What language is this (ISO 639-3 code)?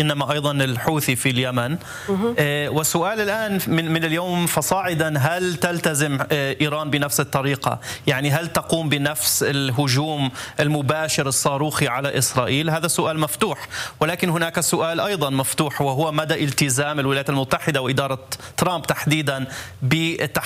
ara